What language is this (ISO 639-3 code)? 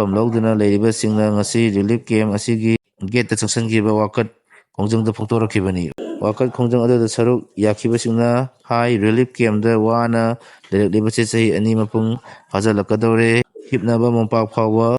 mni